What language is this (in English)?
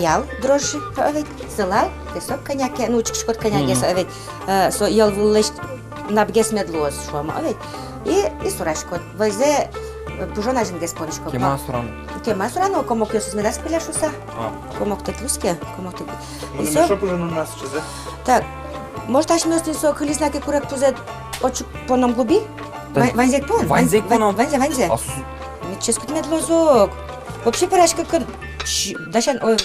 Udmurt